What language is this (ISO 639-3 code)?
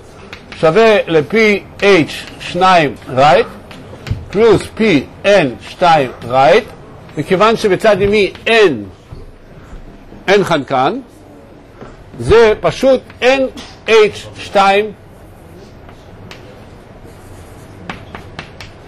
heb